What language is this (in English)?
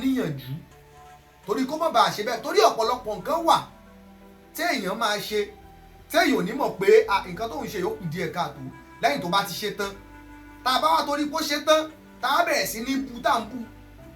Yoruba